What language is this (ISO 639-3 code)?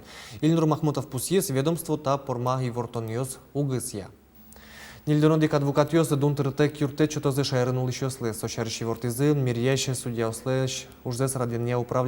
udm